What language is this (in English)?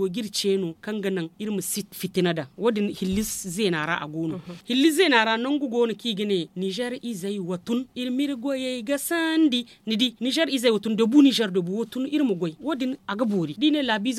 Zarma